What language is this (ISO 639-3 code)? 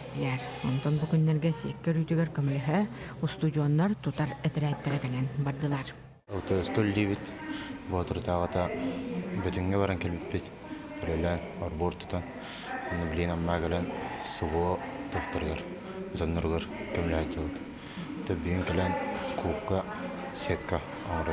sah